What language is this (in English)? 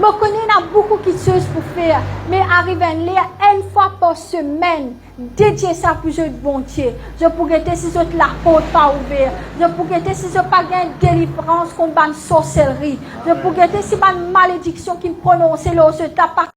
Morisyen